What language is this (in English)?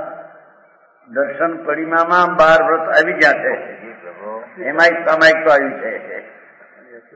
Gujarati